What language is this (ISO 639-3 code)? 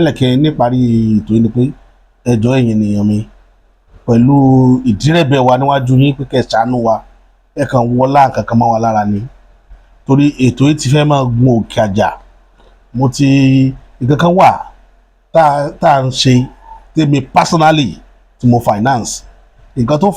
yor